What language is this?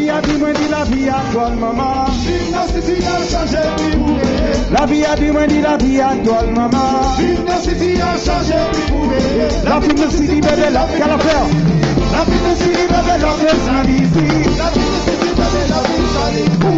Haitian Creole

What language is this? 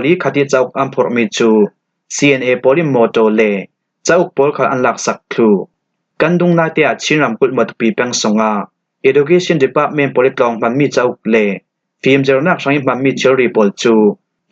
Falam Chin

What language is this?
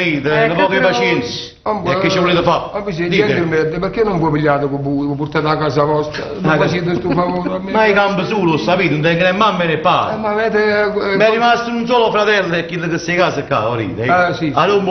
Neapolitan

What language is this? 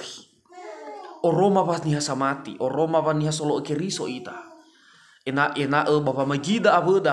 Nias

